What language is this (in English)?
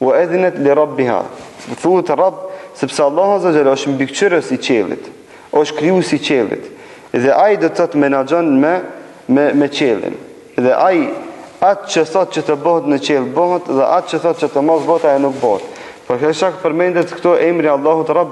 Albanian